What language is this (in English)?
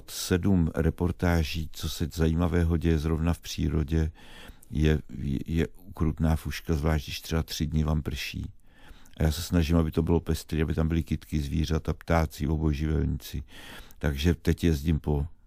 Czech